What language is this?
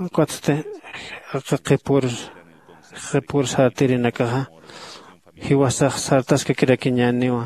Aymara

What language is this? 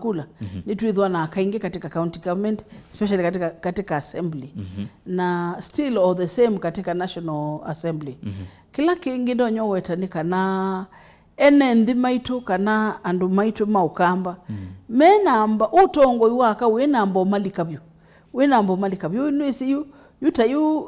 Kamba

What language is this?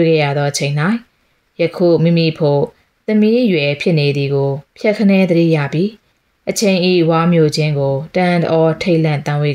Burmese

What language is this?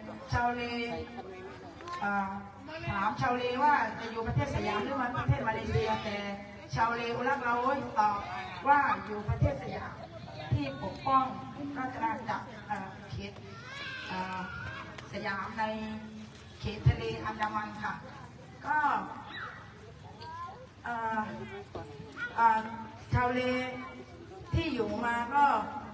Thai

